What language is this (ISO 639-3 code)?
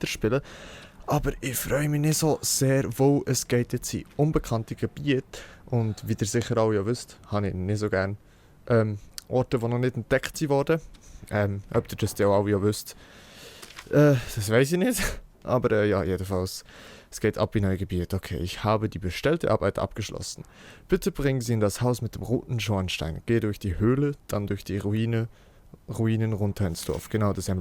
gsw